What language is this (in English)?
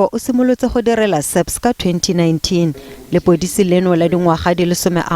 Tswana